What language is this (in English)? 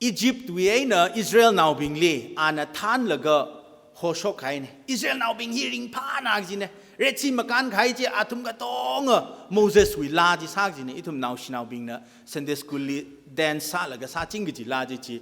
Tangkhul Naga (India)